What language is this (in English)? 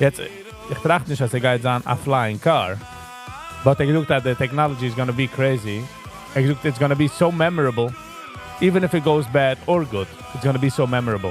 Yiddish